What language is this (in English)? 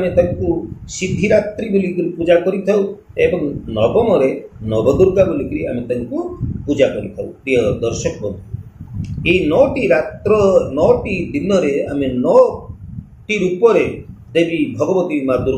Odia